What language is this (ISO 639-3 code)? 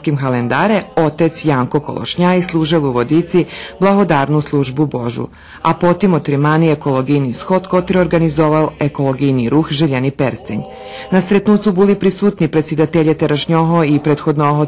rue